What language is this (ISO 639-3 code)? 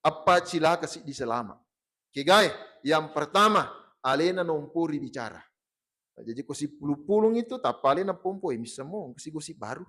bug